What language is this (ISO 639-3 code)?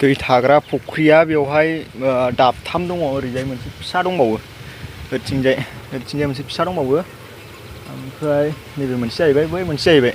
brx